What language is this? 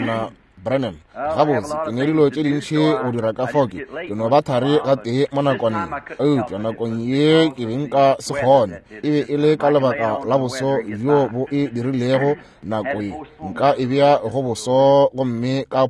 Northern Sotho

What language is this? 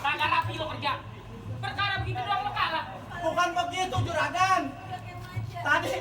Betawi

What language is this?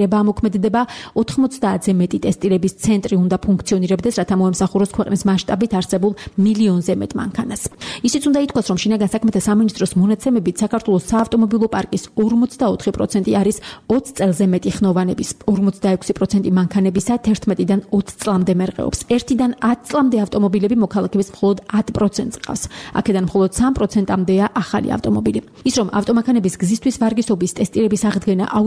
Georgian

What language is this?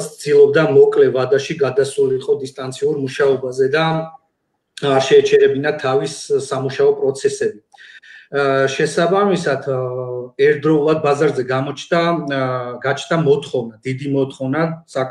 Georgian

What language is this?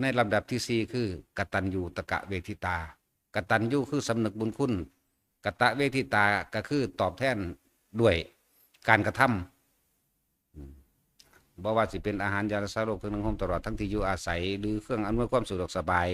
Northeastern Thai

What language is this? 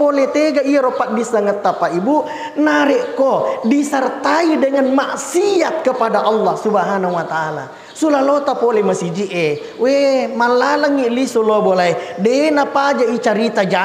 Buginese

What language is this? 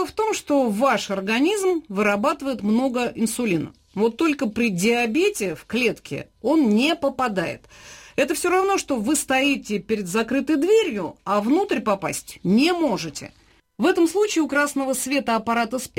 Russian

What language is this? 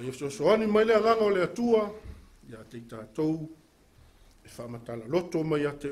Samoan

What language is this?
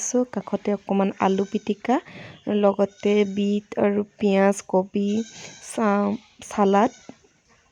Assamese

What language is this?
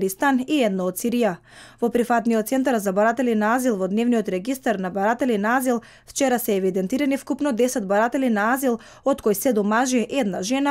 Macedonian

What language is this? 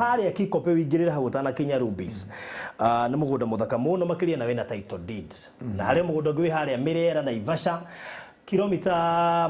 Kikuyu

